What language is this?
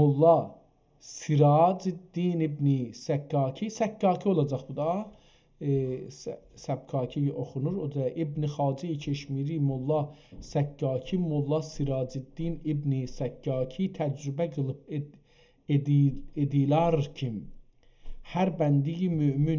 South Azerbaijani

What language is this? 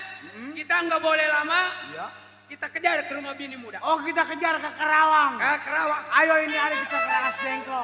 Betawi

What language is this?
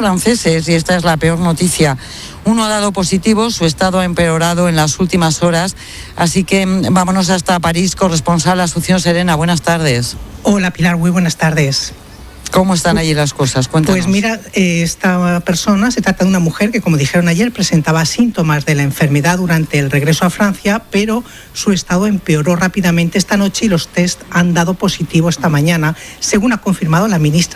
Spanish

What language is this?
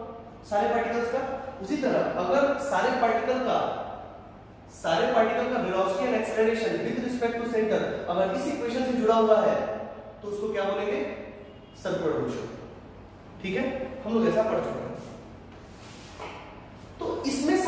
Hindi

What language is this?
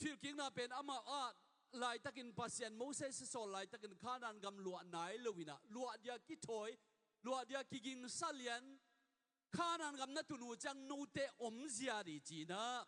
Tedim Chin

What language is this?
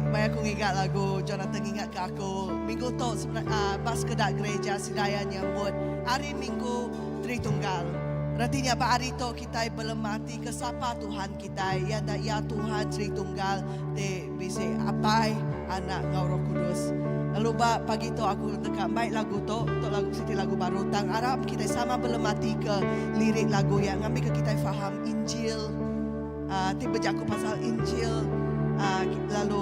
Iban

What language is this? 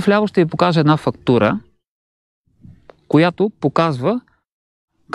Bulgarian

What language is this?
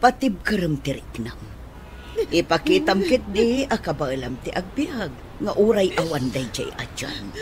Iloko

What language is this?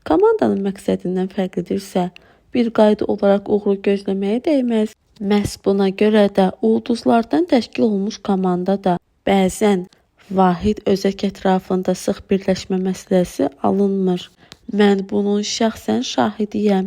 Azerbaijani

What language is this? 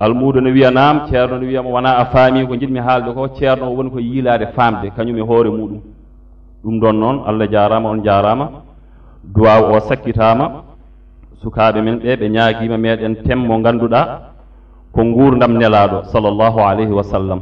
Fula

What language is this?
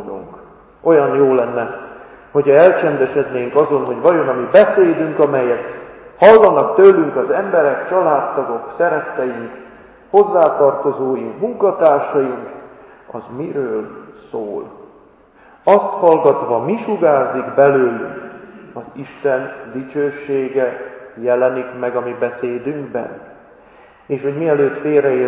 Hungarian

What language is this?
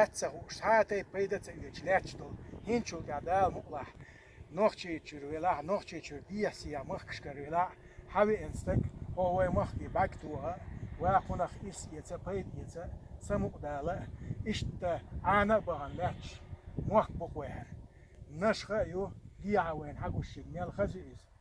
Chechen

